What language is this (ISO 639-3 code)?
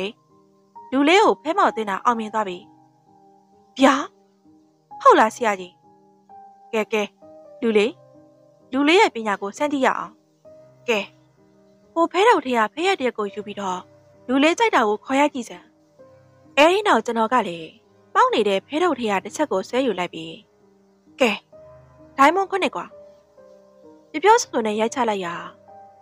mya